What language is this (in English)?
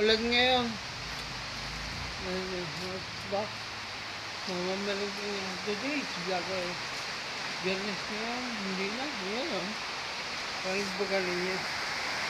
Filipino